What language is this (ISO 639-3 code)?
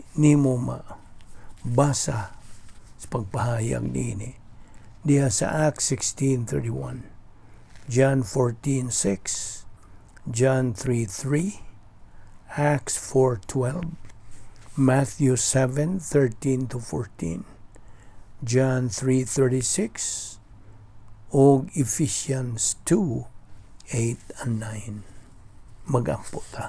ceb